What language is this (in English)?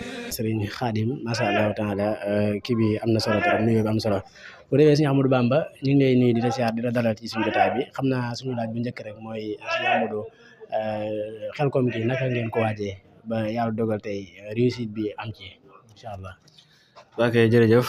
Wolof